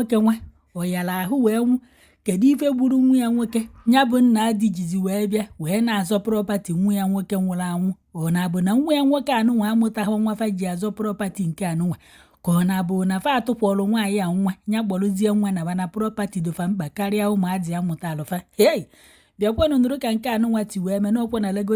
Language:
Igbo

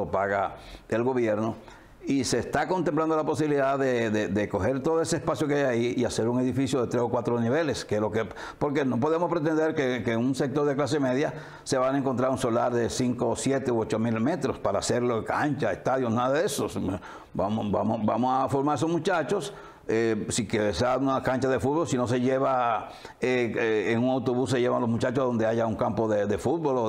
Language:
Spanish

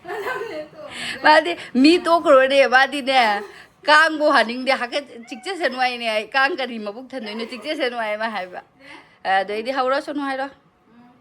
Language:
Manipuri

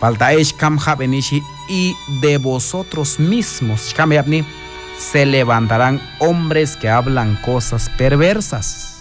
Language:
Q'anjob'al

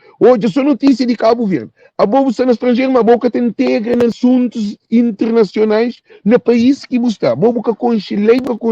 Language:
Kabuverdianu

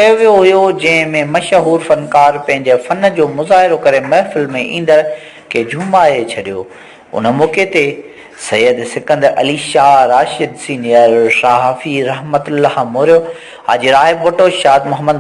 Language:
Sindhi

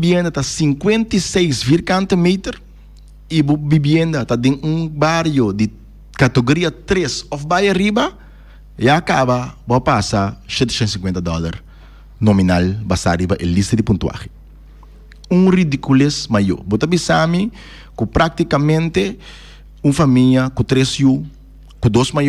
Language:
Papiamento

